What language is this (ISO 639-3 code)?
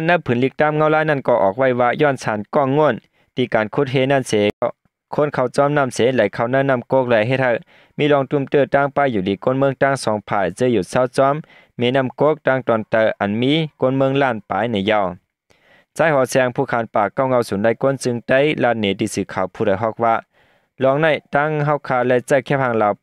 shn